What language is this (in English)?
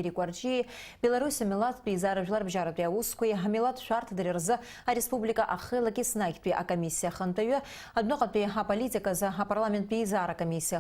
Abkhazian